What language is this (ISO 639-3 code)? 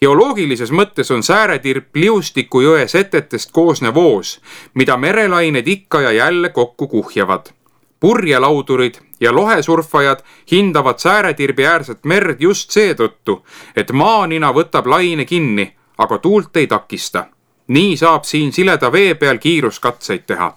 est